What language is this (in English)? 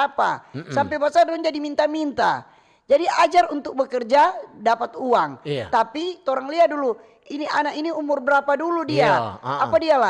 Manado Malay